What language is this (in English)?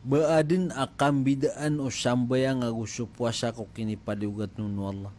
Maranao